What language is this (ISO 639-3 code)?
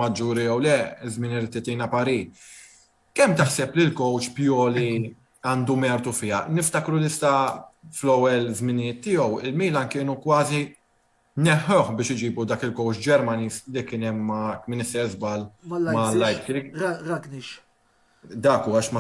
mlt